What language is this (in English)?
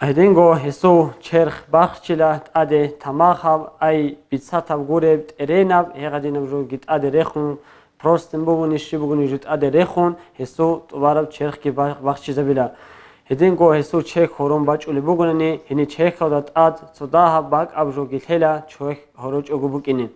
Avaric